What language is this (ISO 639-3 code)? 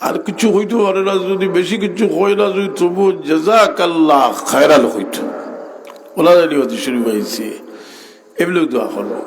syl